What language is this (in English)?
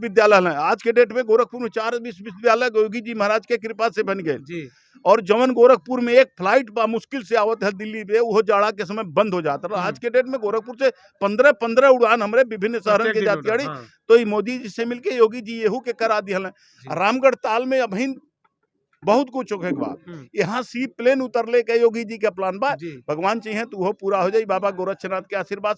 Bhojpuri